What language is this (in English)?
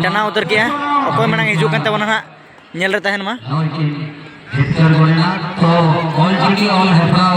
Santali